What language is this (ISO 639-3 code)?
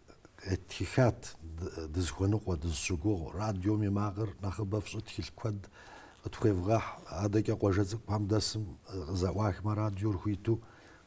kbd